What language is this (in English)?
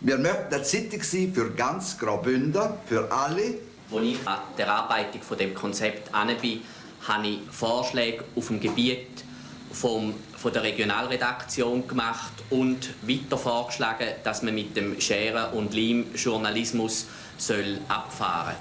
Romansh